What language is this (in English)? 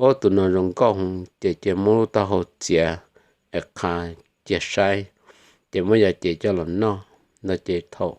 Hmong